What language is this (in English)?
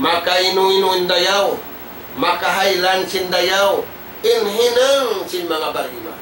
Tausug